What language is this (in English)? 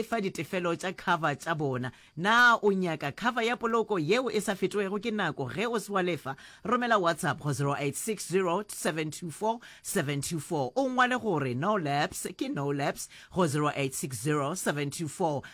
Northern Sotho